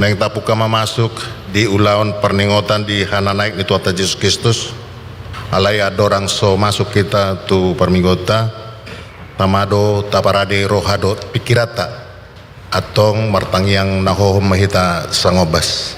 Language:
Batak Toba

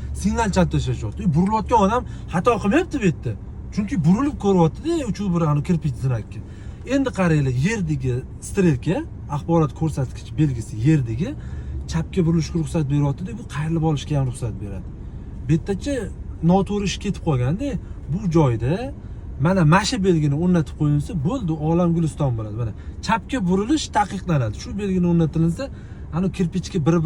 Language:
Uzbek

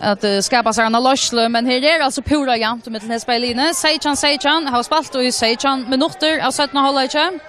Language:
Faroese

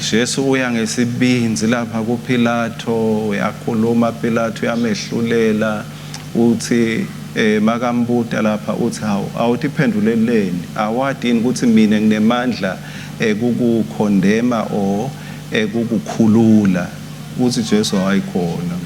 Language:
Swati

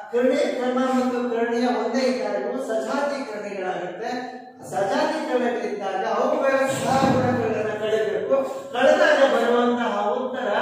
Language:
Kannada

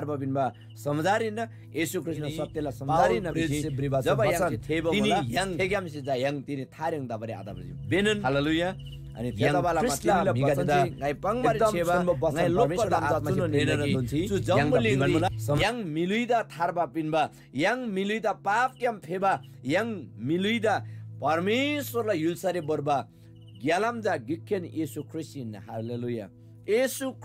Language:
Eastern Tamang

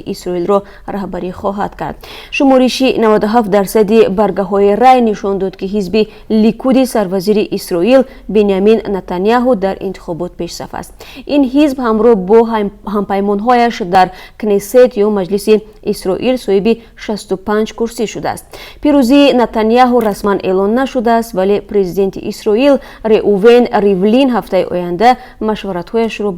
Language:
Tajik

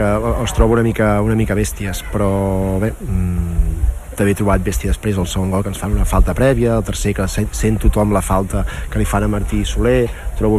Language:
Catalan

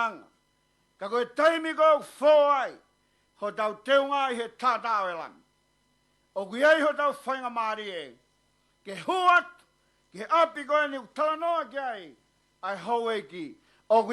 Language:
Tongan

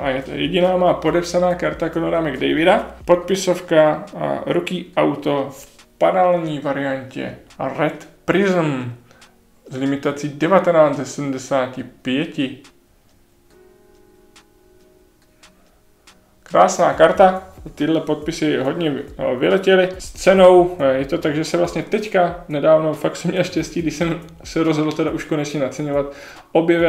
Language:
Czech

